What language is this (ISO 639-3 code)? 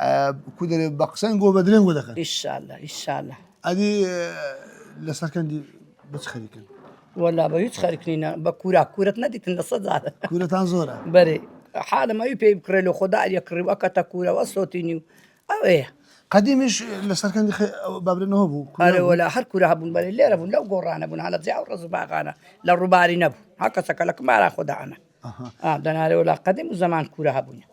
ckb